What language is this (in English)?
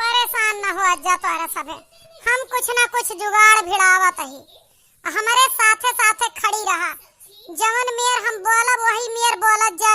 Awadhi